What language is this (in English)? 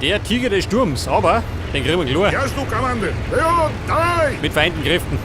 Bavarian